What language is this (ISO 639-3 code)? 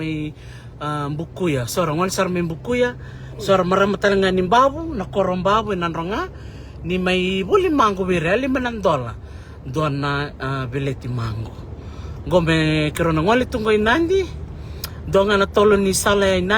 fij